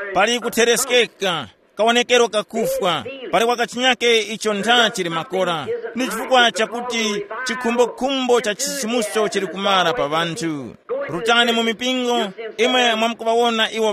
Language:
Tumbuka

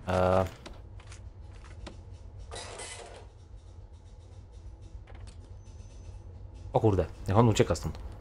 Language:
Polish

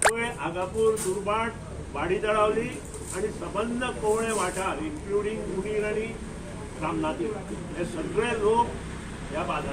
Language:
Konkani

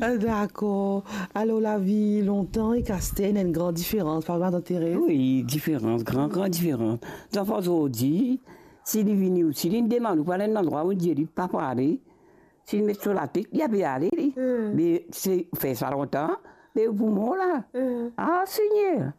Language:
Morisyen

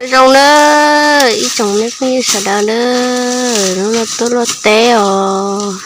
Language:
Hmong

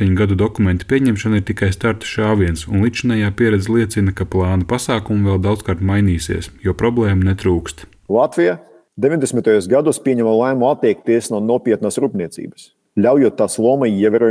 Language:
Latvian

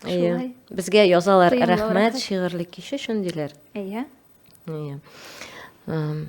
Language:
Tatar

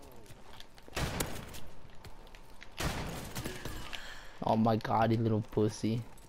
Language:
English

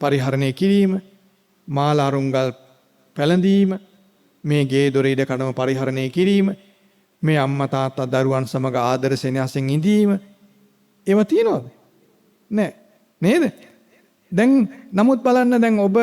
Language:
Sinhala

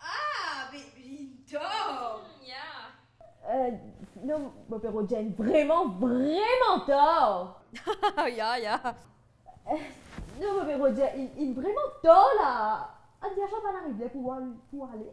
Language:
Morisyen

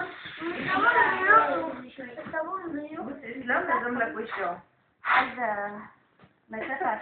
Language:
Egyptian Arabic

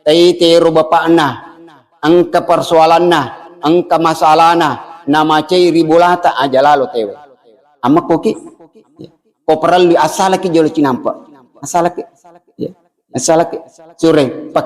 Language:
Buginese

